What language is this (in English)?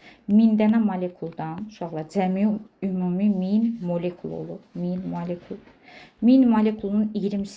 Azerbaijani